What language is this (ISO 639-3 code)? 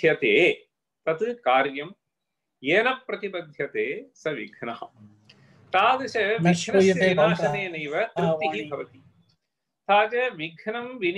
san